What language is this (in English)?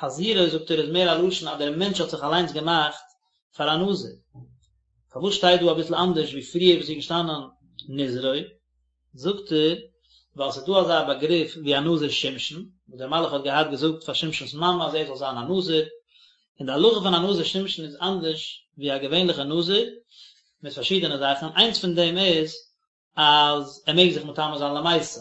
Yiddish